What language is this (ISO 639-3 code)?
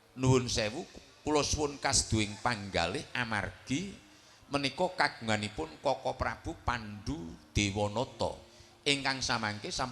jav